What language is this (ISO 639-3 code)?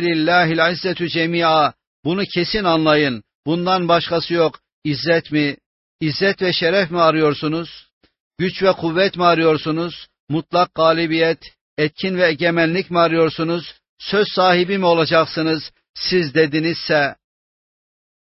tur